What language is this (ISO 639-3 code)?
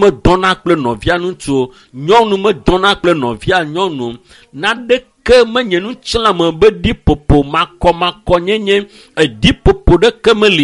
ewe